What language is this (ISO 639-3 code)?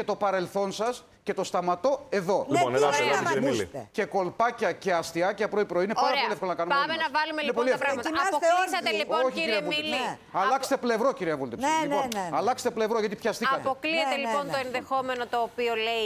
ell